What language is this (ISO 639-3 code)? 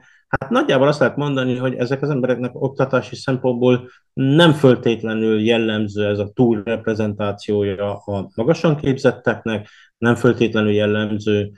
hun